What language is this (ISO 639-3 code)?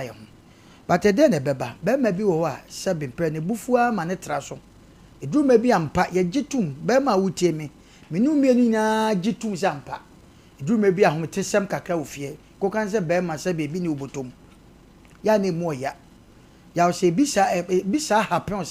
aka